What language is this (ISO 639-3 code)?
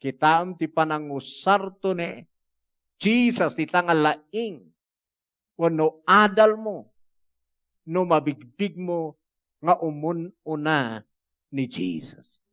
ilo